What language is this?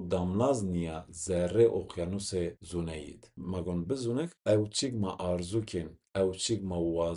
Zaza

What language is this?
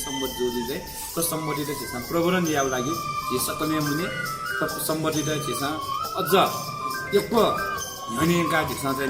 Newari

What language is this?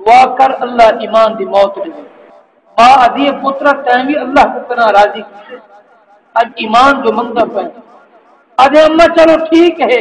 Saraiki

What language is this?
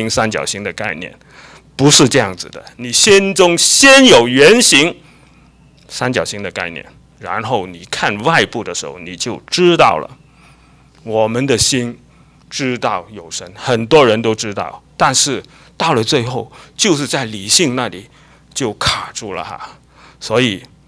Chinese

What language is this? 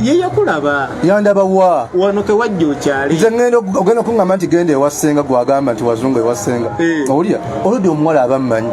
Ganda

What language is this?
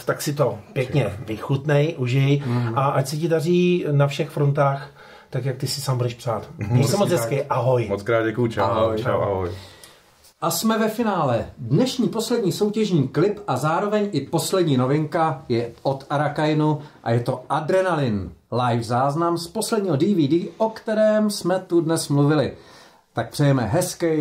Czech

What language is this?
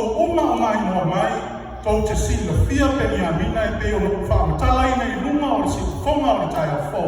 Samoan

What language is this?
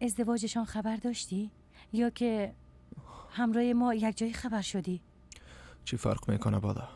Persian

